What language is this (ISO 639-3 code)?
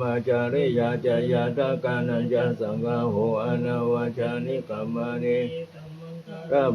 pli